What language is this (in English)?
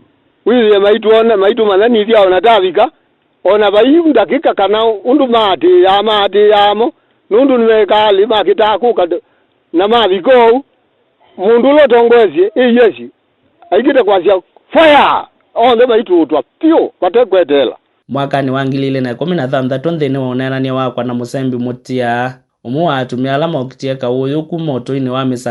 Kamba